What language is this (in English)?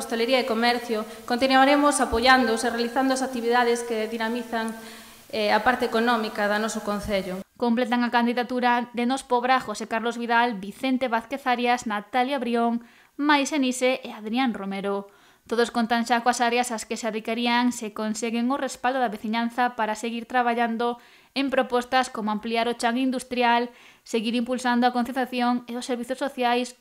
Galician